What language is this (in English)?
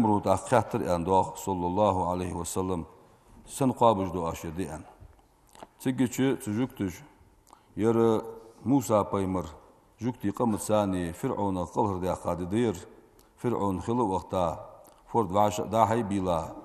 Ingush